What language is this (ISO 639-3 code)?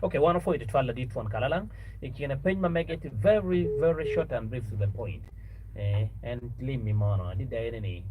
ach